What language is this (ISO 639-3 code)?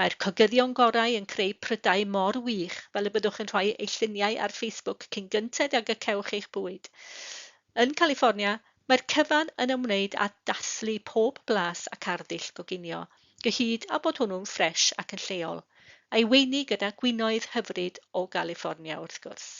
cym